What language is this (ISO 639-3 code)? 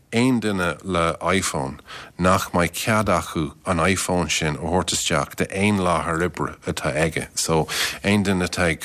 gle